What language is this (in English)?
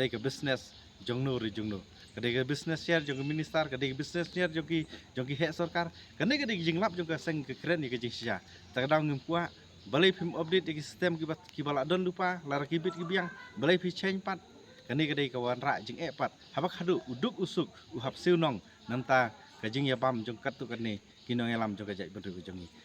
Khasi